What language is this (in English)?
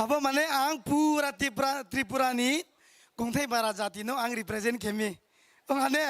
Kok Borok